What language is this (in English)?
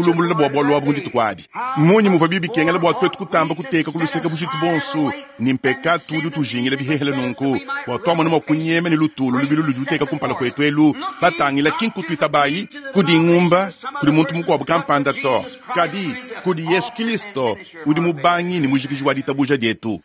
Luba-Lulua